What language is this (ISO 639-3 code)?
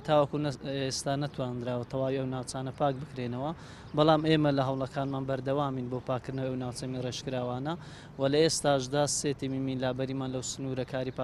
ckb